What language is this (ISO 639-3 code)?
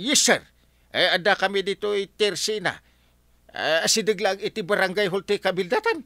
ilo